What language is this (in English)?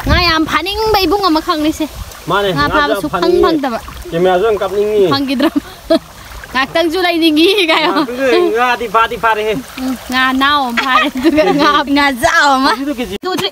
Manipuri